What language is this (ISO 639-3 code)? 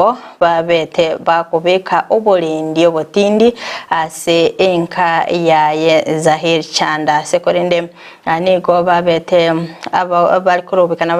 guz